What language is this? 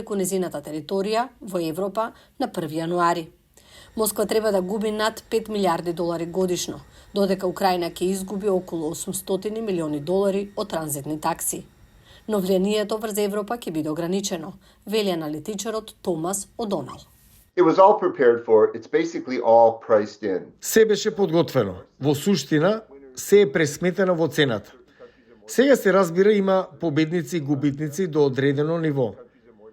Macedonian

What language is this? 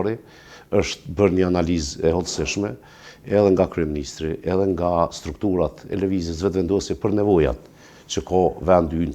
Albanian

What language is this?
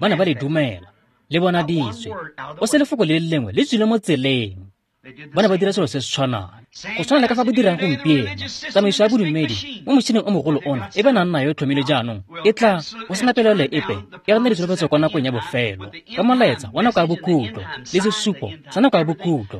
Tswana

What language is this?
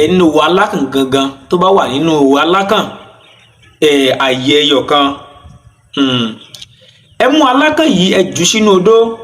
Yoruba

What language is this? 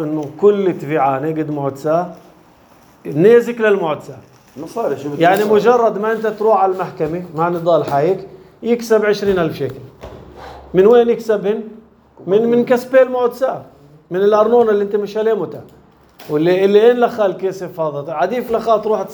North Levantine Arabic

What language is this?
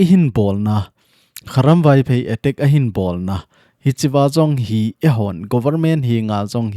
Thado Chin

